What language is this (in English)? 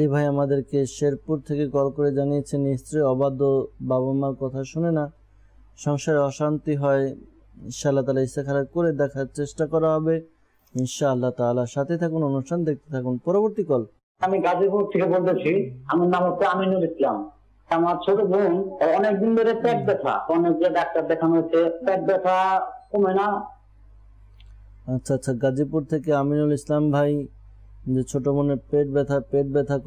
Bangla